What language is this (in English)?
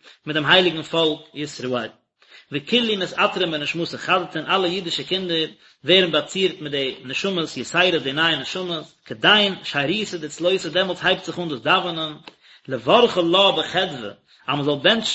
Yiddish